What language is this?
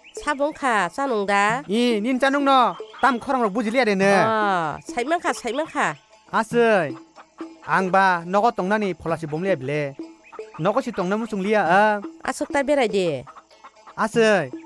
Kok Borok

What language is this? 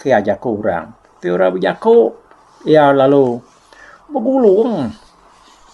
Iban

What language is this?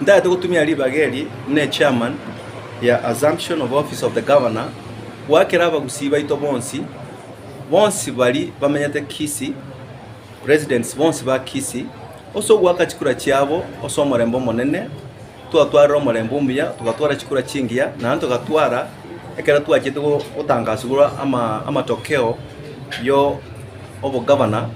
Gusii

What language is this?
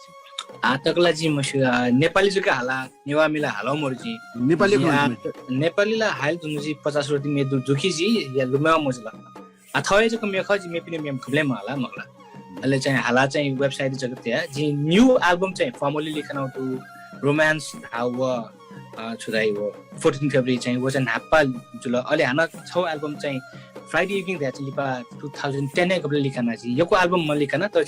Newari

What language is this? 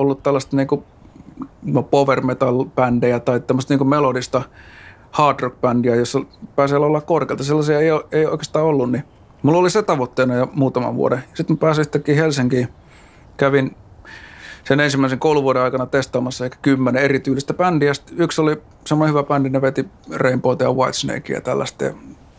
Finnish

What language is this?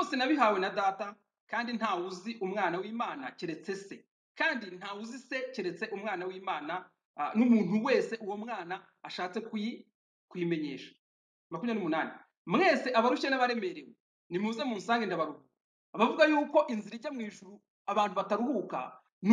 Kinyarwanda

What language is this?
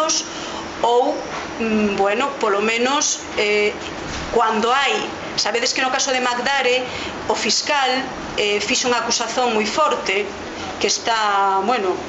Galician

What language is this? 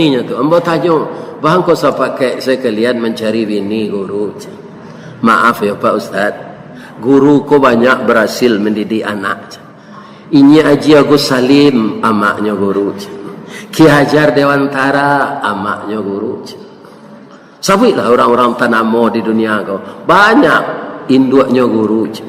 Minangkabau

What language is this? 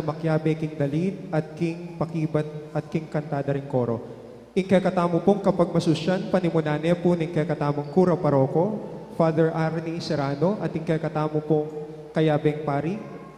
Pampanga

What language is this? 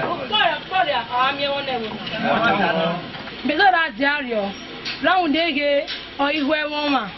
Esan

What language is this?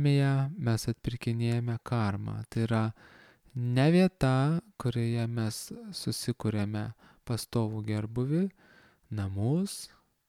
Lithuanian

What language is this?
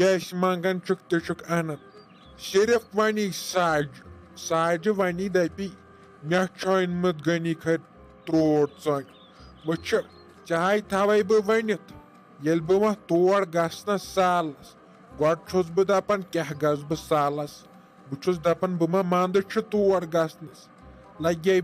Kashmiri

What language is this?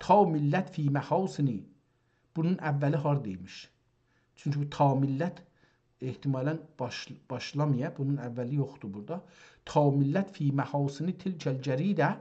South Azerbaijani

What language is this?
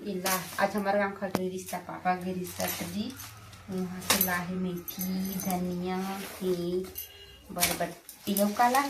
Chhattisgarhi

